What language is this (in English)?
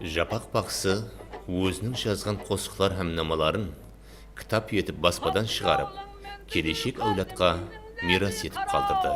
Kara-Kalpak